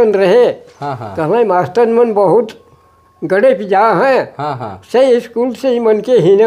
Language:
Sadri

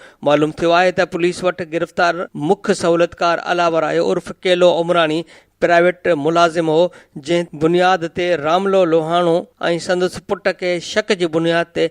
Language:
Sindhi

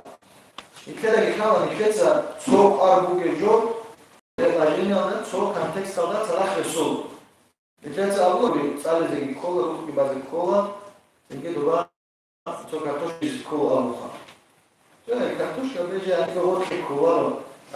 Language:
Avaric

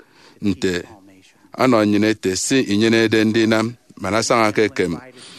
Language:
Efik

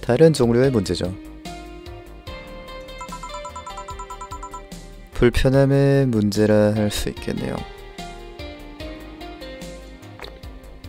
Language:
Korean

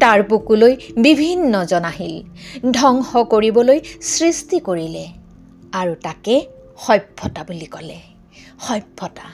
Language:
Assamese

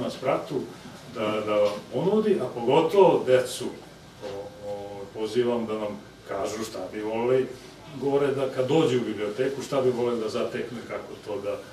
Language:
Serbian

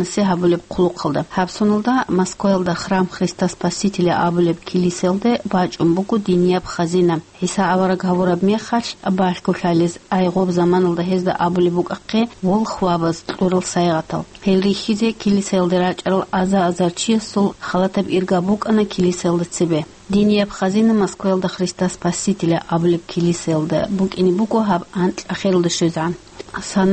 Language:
Avaric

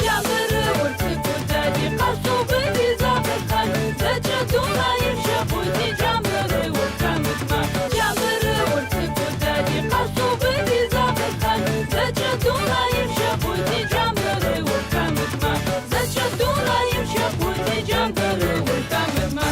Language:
Adyghe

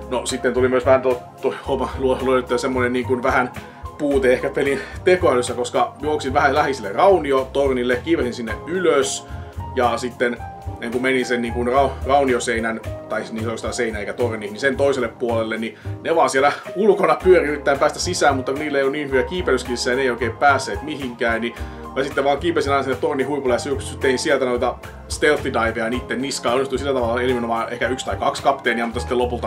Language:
Finnish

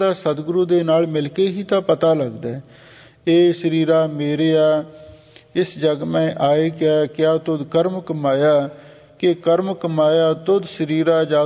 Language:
Punjabi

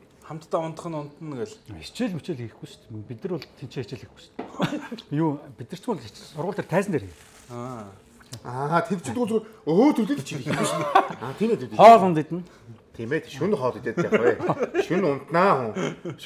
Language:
Mongolian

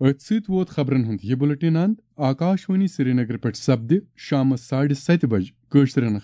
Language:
Kashmiri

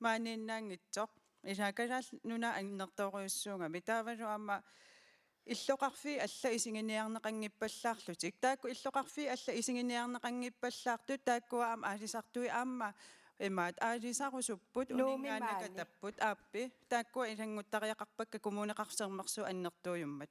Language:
Kalaallisut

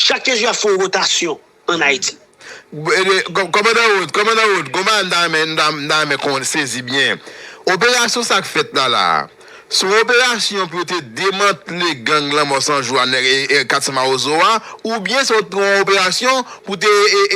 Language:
Haitian Creole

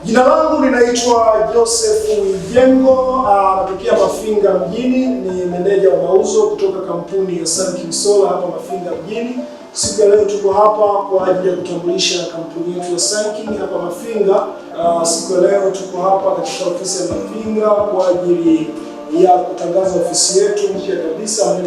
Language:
Swahili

